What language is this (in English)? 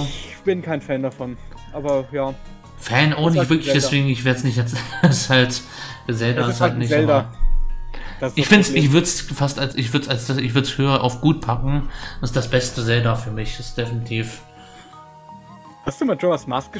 German